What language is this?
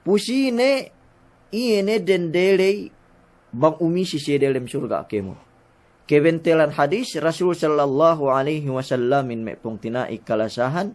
Yakan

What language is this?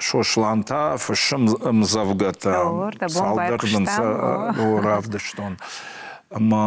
Ossetic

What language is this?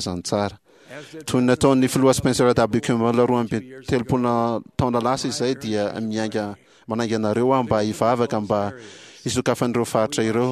Malagasy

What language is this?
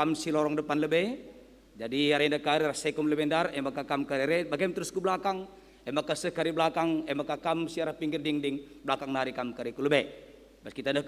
Batak Karo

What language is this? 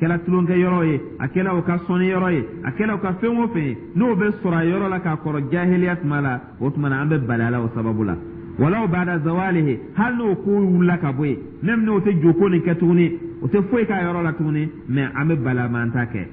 Dyula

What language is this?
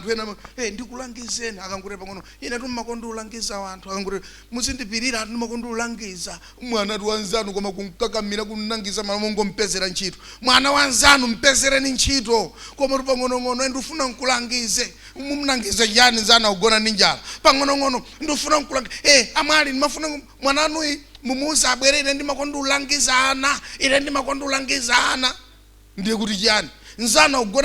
Nyanja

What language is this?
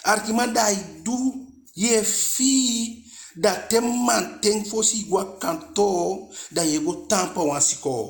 Eastern Maroon Creole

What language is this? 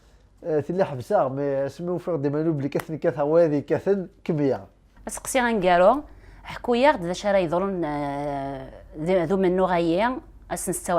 Kabyle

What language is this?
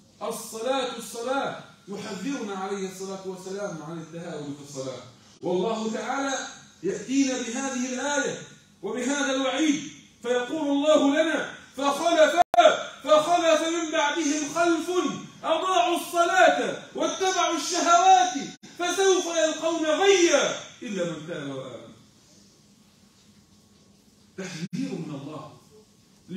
Arabic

